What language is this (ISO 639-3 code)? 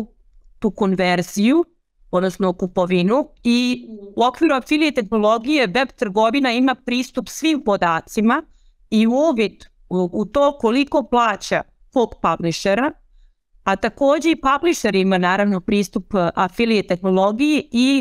srp